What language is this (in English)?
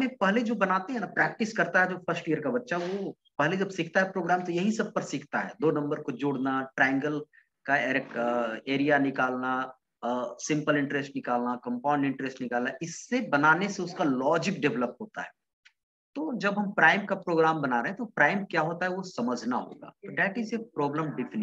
Hindi